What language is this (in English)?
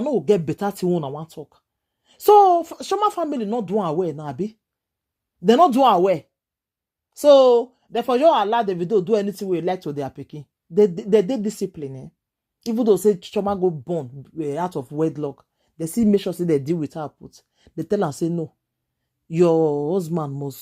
Nigerian Pidgin